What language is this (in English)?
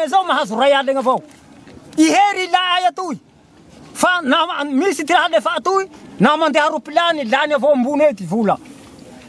Malagasy